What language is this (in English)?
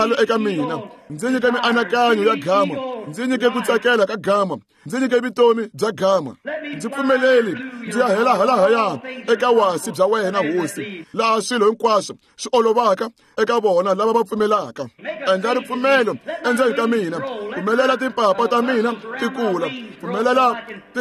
Tsonga